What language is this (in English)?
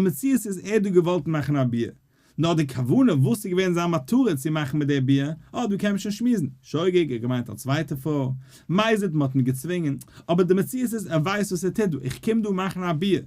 Yiddish